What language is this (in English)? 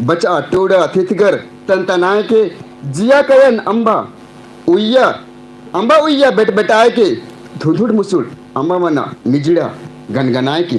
Kurukh